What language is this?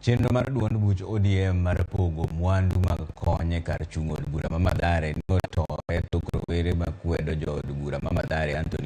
Luo (Kenya and Tanzania)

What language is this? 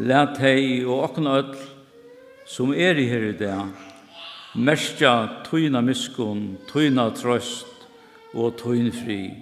Faroese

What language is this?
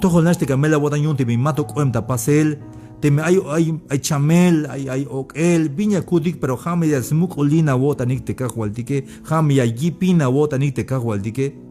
Tzeltal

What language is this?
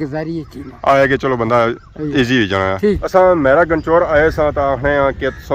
Pahari-Potwari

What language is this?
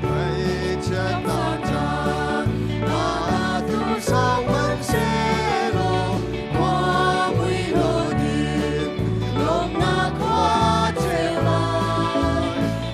Hakha Chin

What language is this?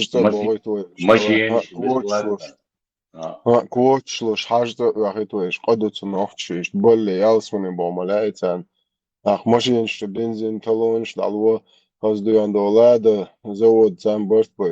Chechen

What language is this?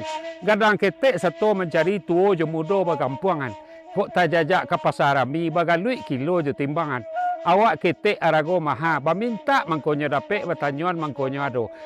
Minangkabau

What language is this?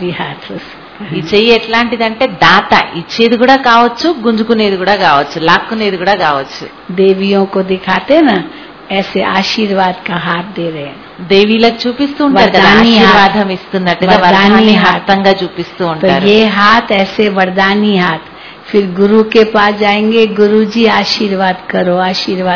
Telugu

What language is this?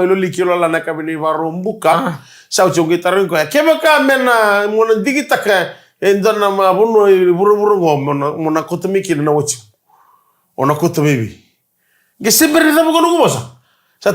Fijian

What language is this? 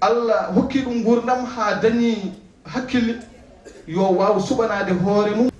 Fula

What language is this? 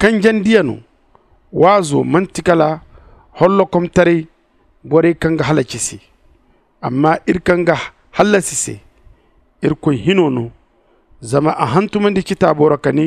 Zarma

